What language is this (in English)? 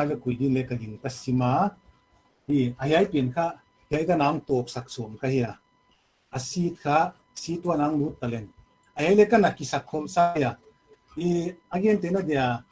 Paite Chin